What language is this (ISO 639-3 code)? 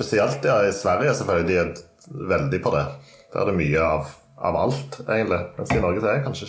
nor